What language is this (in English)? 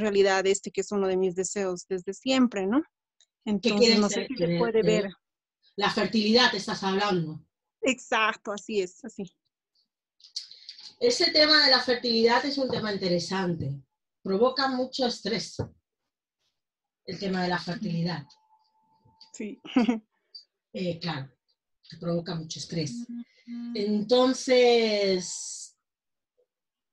Spanish